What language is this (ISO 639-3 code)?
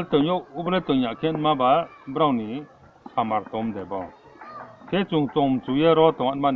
ria